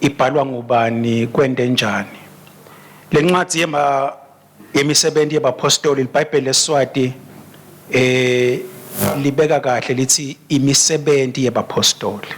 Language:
Swati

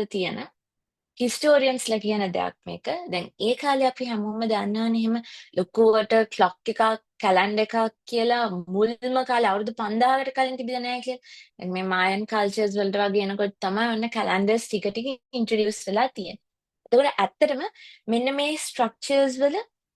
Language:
Sinhala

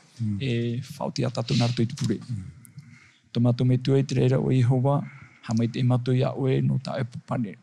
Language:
Tahitian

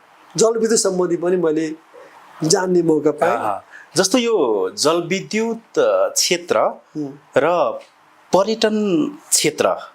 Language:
Nepali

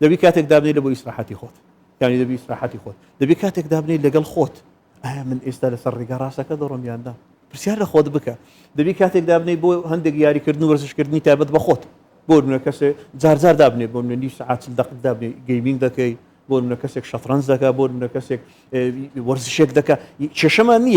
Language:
Central Kurdish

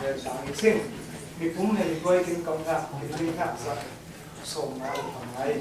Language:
Falam Chin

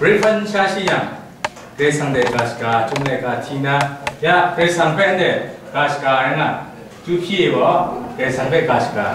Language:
Kachin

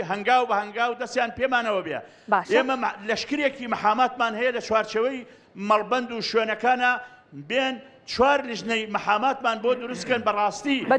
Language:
Central Kurdish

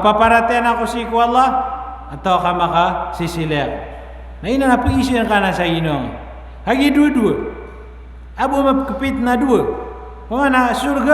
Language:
Maranao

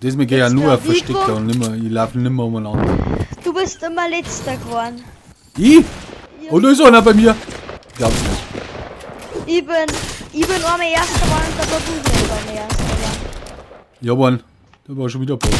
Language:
Bavarian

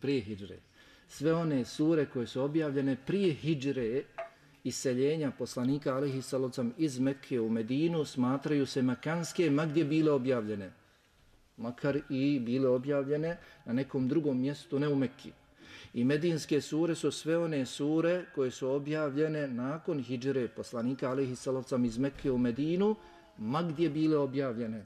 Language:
Bosnian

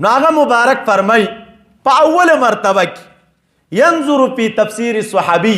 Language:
Pashto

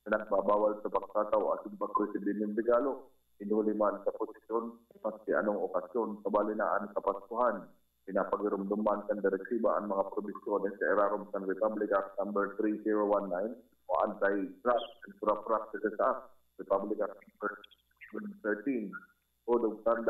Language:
Bikol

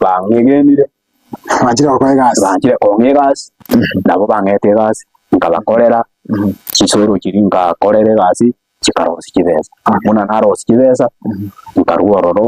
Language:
Gusii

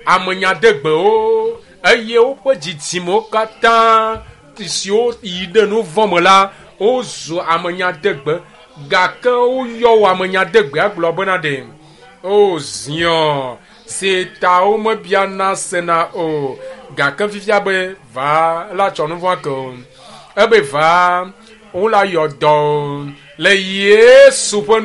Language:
Ewe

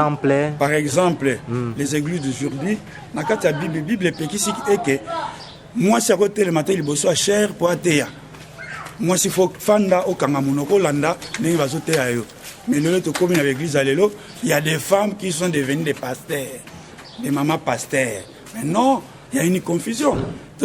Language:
Lingala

